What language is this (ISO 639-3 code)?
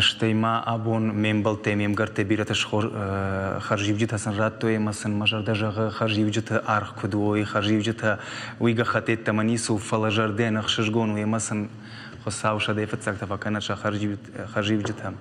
oss